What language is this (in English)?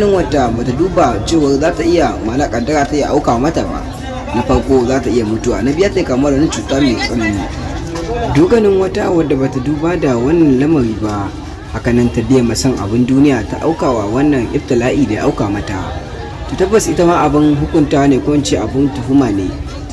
Hausa